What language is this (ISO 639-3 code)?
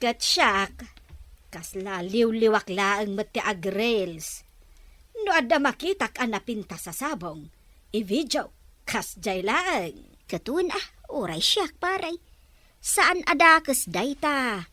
ilo